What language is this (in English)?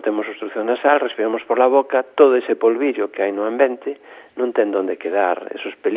Galician